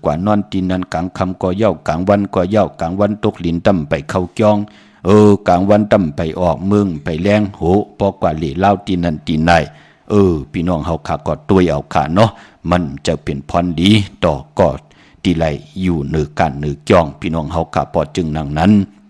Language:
Shan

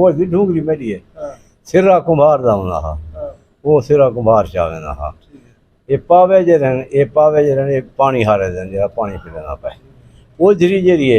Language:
Saraiki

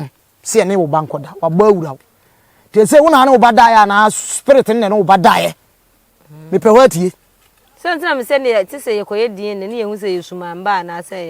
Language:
Akan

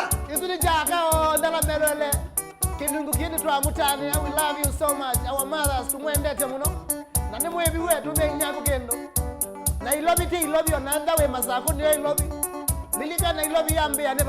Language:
Kamba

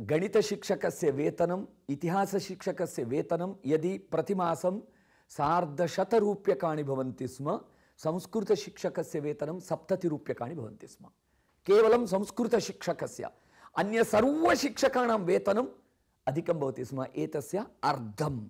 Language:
Sanskrit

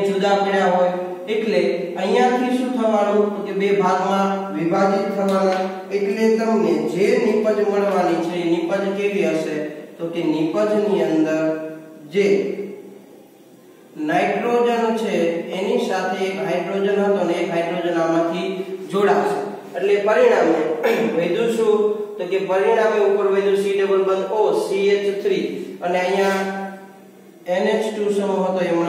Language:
Gujarati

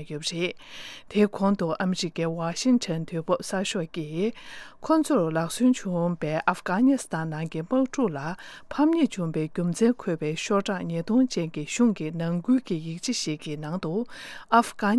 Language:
Tibetan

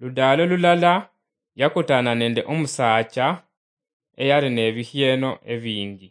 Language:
Luyia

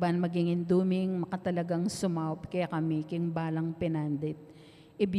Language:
Pampanga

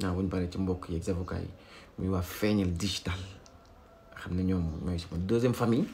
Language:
Wolof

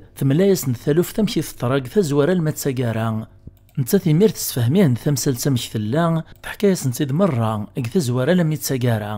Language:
Kabyle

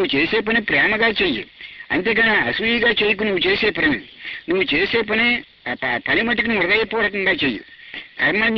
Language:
Telugu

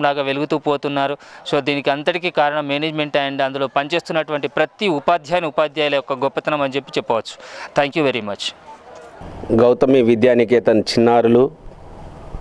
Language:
Telugu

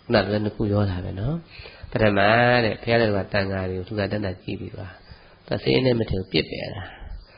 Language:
Burmese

